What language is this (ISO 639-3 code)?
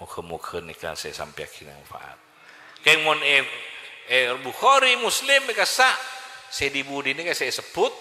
mad